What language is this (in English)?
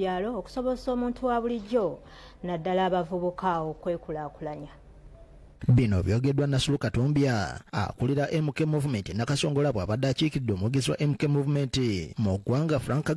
Ganda